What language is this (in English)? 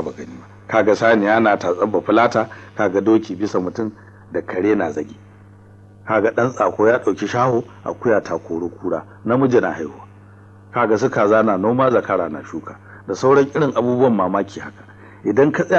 Hausa